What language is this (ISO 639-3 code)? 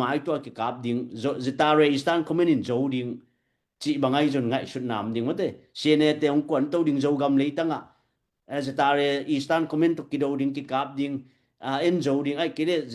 ctd